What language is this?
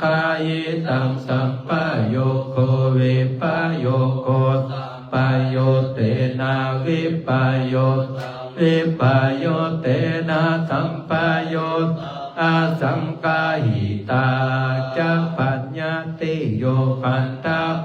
Pali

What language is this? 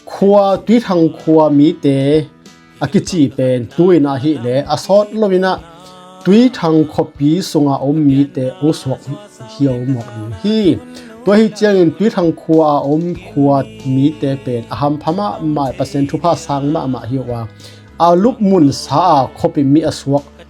Tedim Chin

